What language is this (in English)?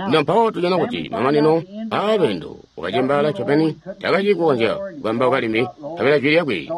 Tonga (Zambia)